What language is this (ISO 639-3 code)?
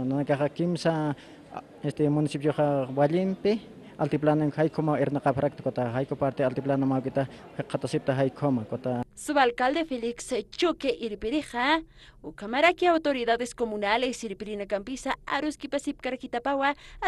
aym